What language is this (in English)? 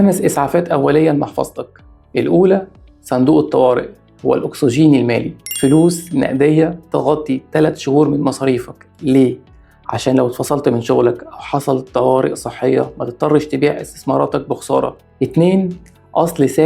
Egyptian Arabic